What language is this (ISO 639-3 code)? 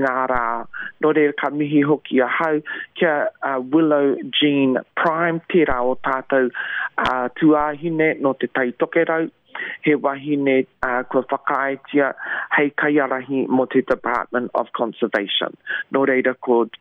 mri